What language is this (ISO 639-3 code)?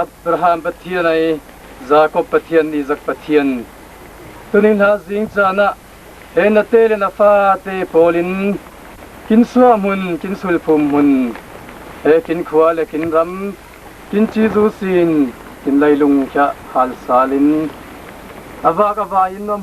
cfm